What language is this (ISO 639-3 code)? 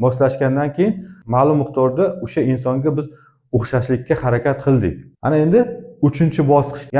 uzb